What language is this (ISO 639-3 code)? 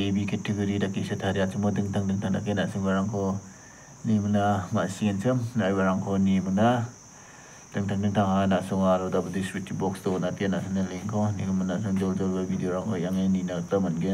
grt